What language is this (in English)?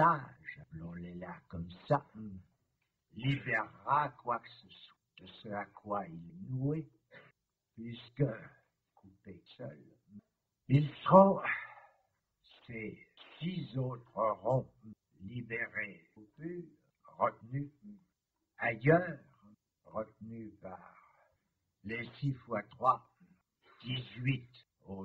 French